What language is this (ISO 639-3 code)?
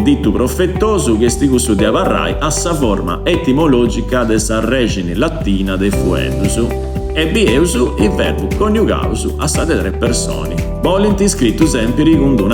srd